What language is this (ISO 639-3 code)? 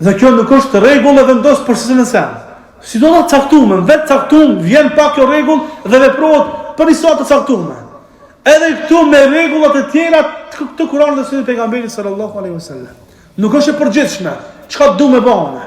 sqi